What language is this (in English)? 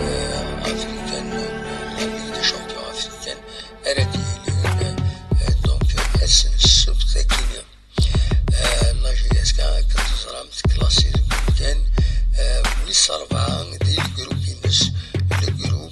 Kabyle